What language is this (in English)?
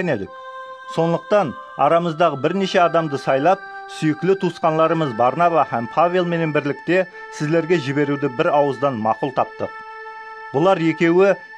Kara-Kalpak